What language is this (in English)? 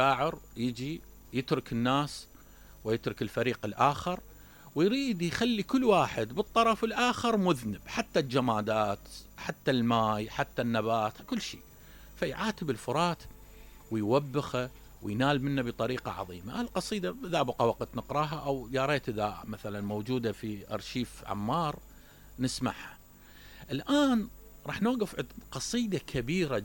Mesopotamian Arabic